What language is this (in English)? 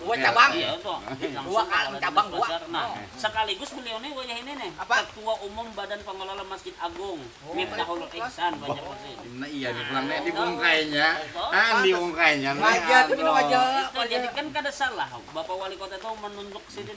Banjar